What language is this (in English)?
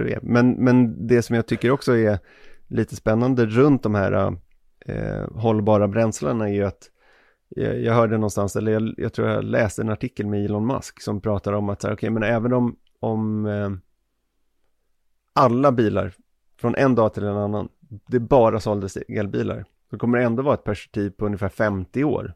Swedish